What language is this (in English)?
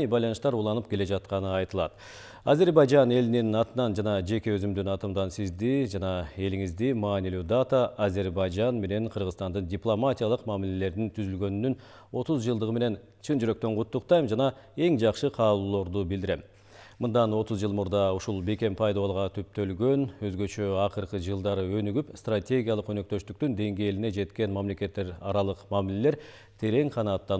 Kyrgyz